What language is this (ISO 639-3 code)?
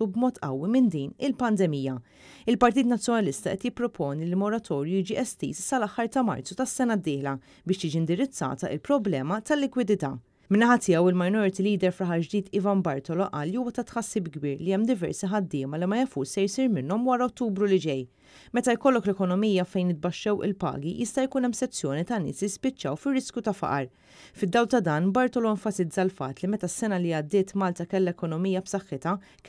mlt